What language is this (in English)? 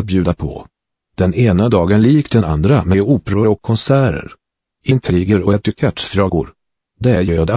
Swedish